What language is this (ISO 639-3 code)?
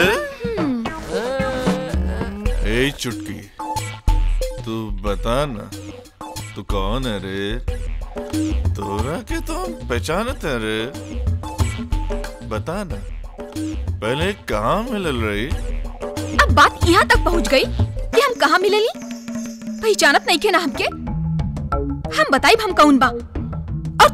bho